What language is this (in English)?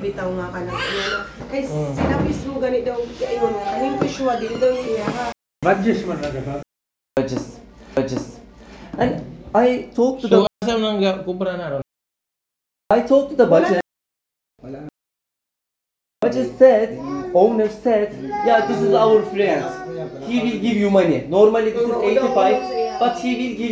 Cebuano